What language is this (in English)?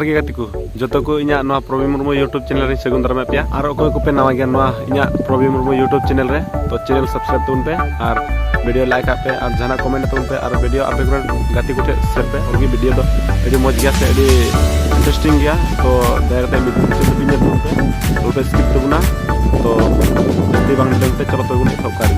Santali